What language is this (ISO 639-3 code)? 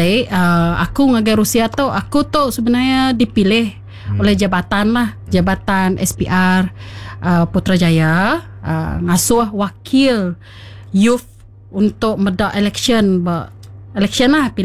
iba